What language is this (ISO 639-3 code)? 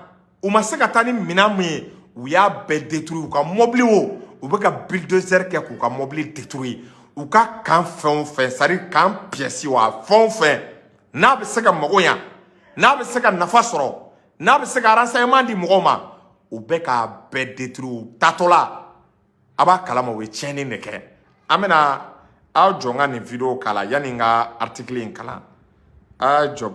bam